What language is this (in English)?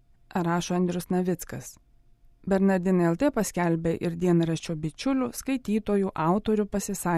Lithuanian